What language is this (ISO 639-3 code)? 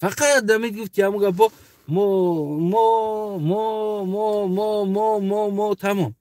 tgk